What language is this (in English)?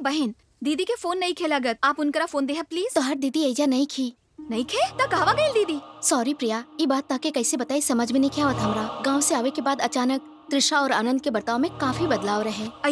Bhojpuri